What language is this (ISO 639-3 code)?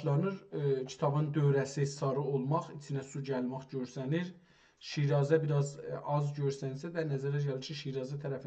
azb